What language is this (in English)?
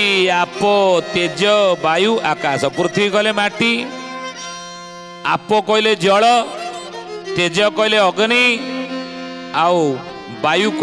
Odia